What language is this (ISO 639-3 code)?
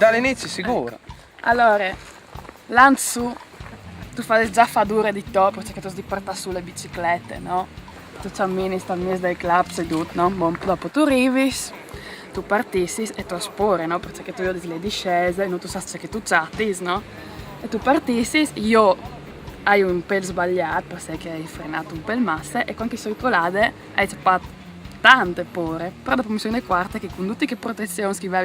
fur